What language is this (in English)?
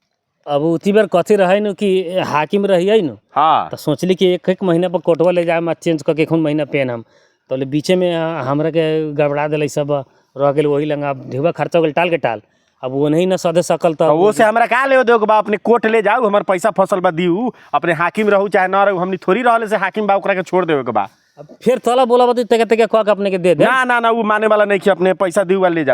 Bhojpuri